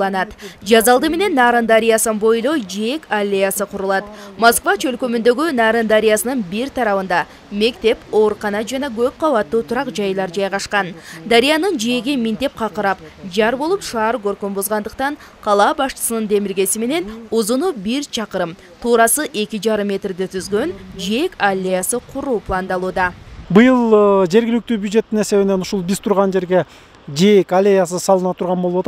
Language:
Kyrgyz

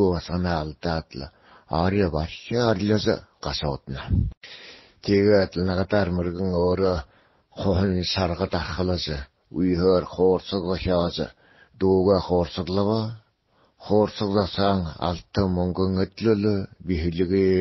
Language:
Buriat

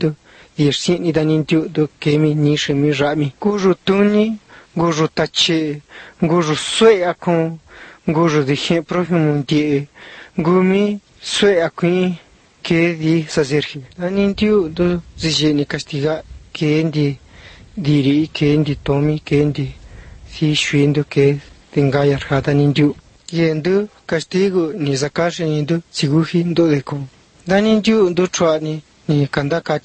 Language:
Serbian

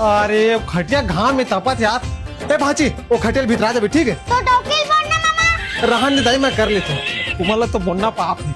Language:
Chhattisgarhi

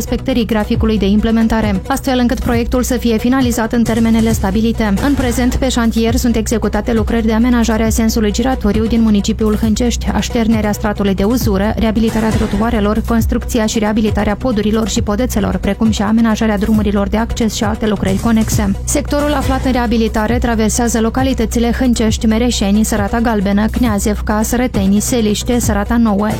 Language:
Romanian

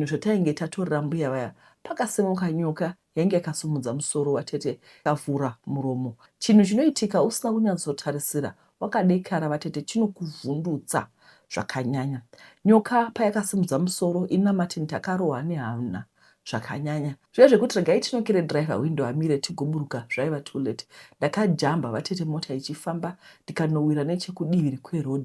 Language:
Shona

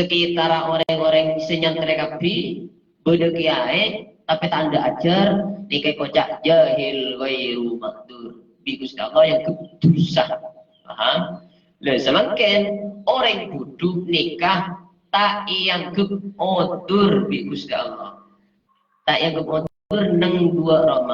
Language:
Madurese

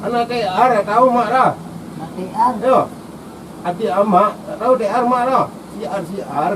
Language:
Minangkabau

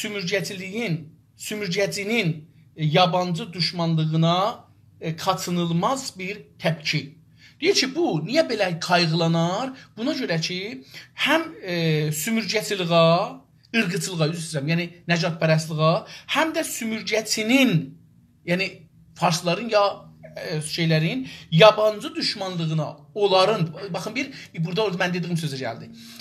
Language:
South Azerbaijani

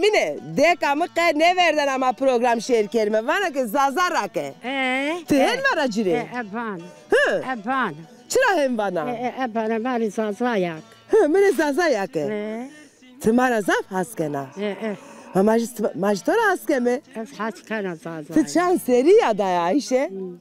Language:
Zaza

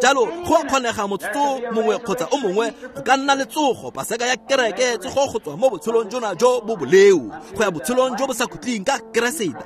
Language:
Tswana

